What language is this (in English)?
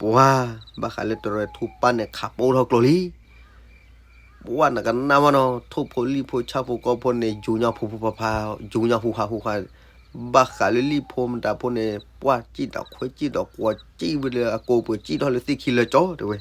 S'gaw Karen